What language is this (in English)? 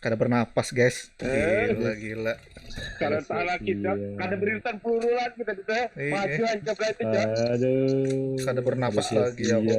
Banjar